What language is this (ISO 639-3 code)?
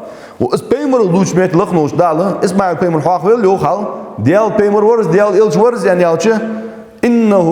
inh